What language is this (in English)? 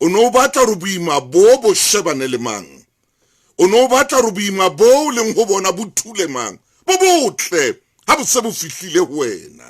Southern Sotho